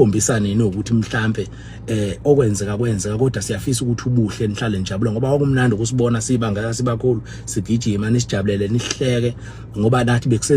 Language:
Zulu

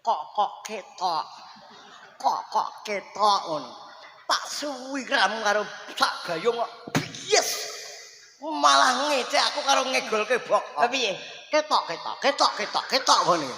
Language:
Javanese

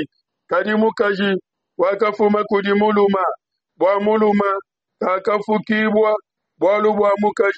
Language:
Luba-Lulua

